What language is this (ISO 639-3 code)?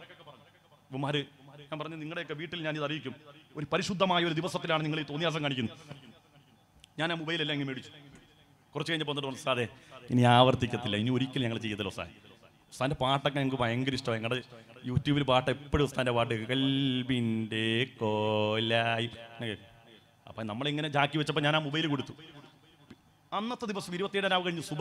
mal